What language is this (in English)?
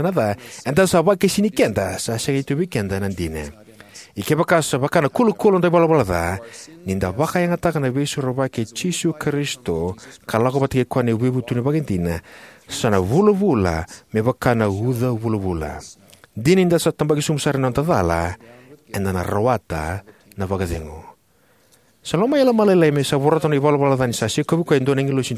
Fijian